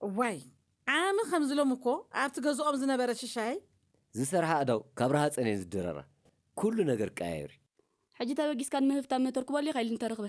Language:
Tigrinya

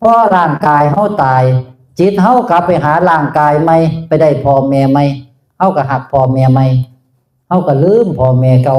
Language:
Northeastern Thai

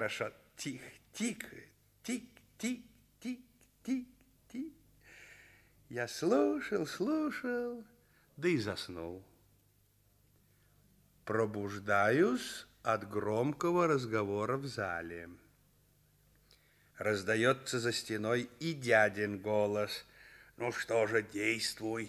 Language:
Russian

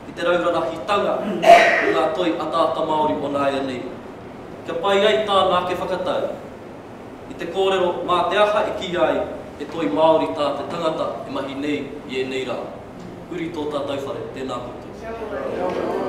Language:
Māori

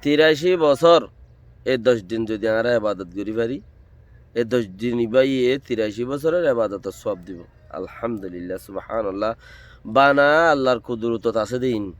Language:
Rohingya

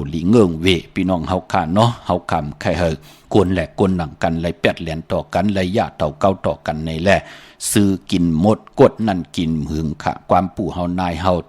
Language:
Shan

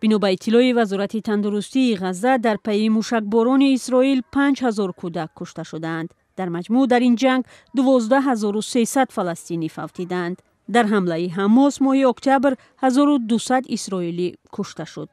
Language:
Tajik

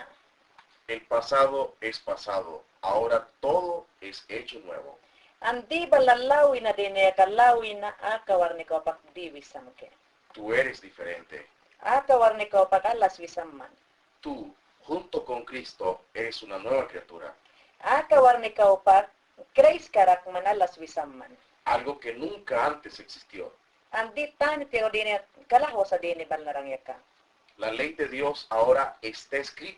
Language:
Mayangna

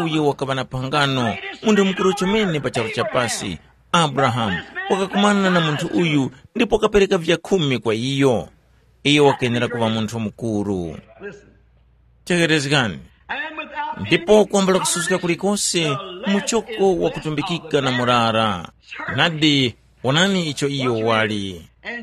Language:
Tumbuka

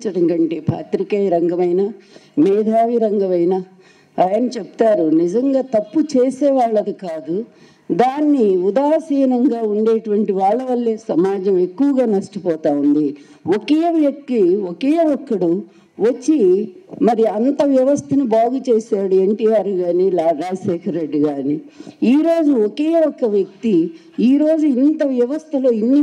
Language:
Telugu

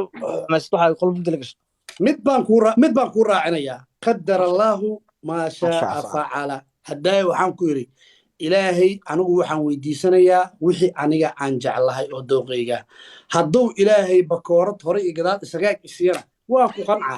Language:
Somali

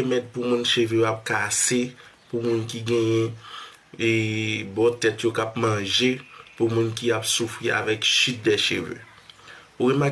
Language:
Haitian Creole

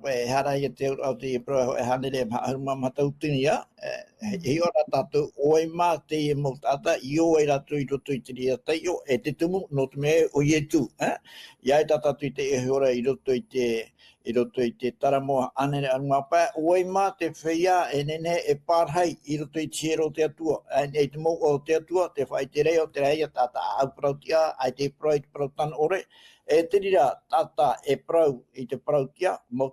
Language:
Tahitian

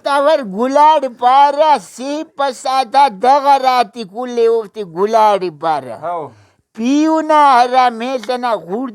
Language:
Brahui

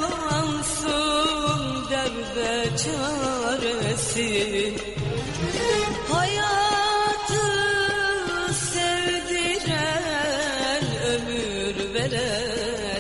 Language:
Turkish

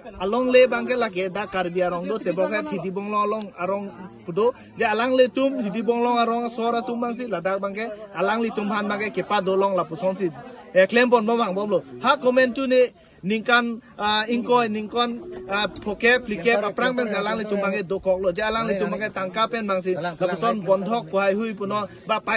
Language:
Karbi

